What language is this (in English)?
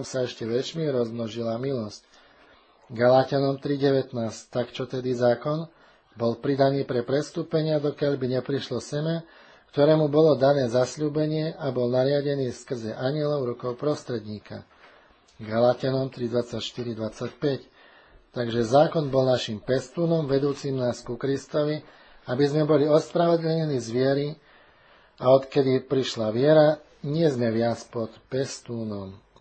Slovak